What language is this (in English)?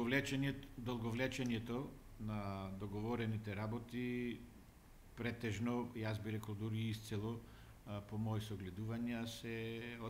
Macedonian